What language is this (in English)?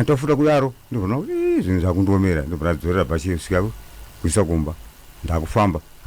Shona